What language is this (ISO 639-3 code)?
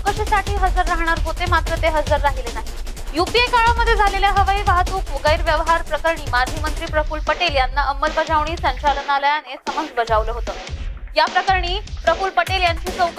mar